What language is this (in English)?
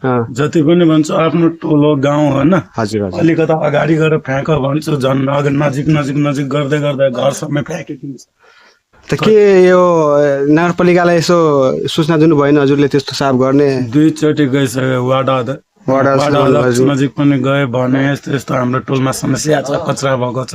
Nepali